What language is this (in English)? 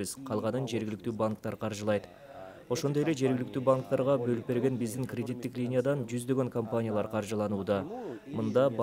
Kyrgyz